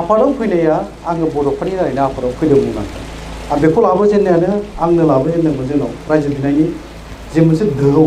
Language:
Bodo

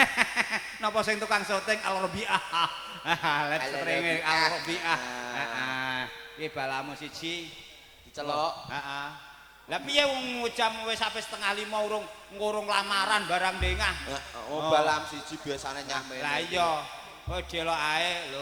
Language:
Javanese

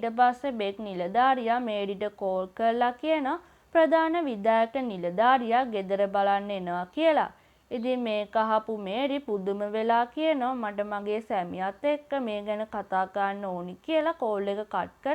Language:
Sinhala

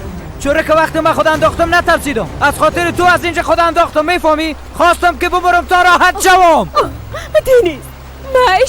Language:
Persian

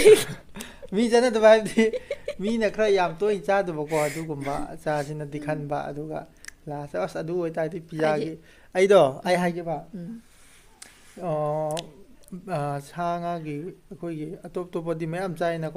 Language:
Manipuri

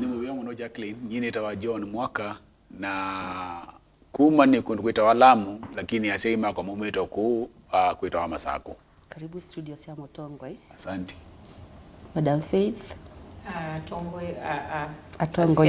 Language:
Kamba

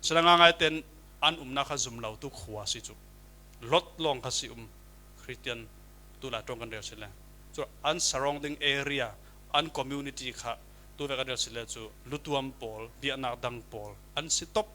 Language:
Falam Chin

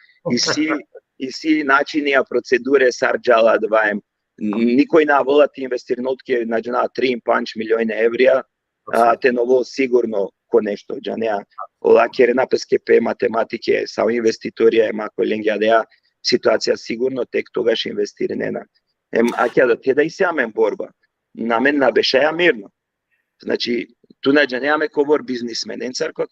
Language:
Balkan Romani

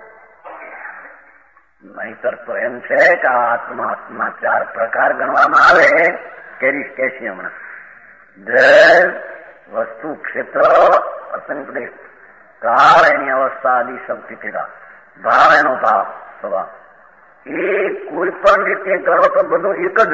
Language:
Gujarati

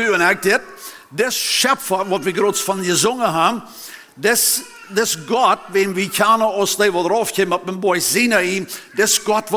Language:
Plautdietsch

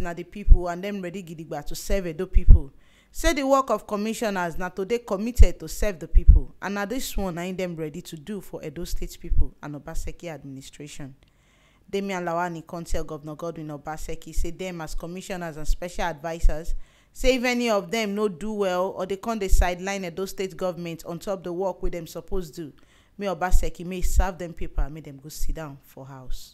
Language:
Nigerian Pidgin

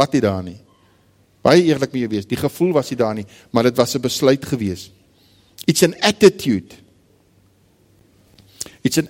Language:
Afrikaans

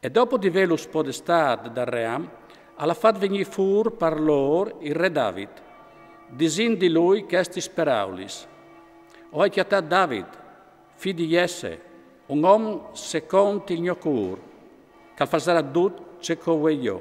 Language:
Friulian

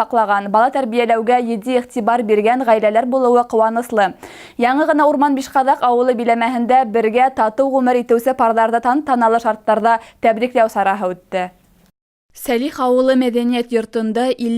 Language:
Bashkir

